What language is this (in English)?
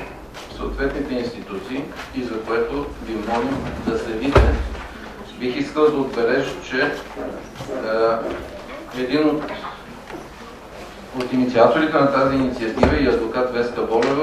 Bulgarian